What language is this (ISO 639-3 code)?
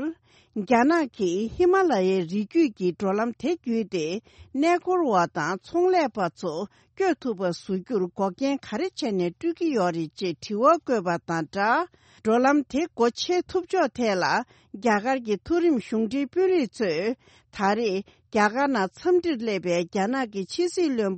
bod